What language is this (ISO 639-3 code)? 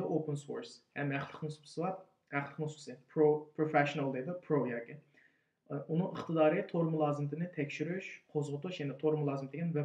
uig